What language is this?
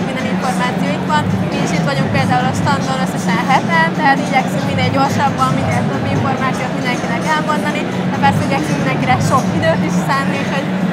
Hungarian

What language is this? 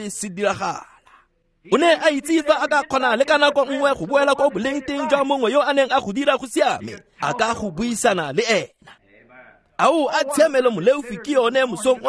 Tswana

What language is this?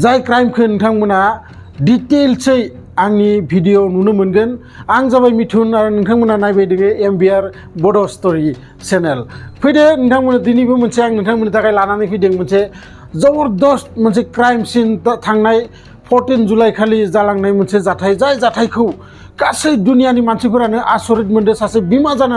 Bodo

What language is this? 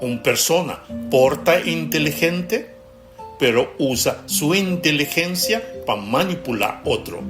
Papiamento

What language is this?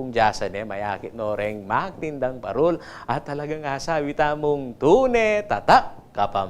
Pampanga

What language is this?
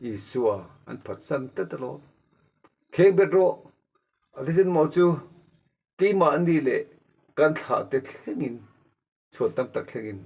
Mizo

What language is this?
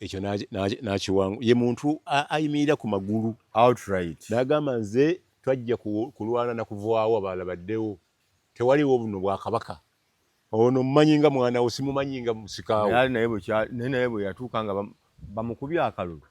Ganda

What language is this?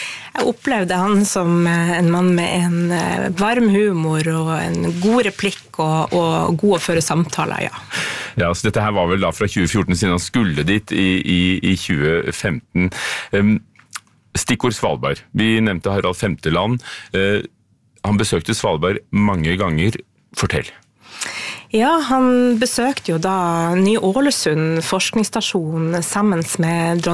Norwegian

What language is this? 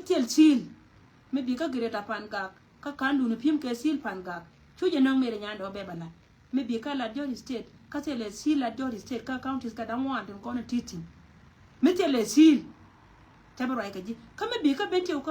Nuer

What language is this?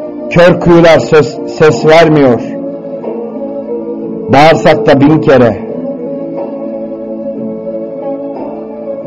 Turkish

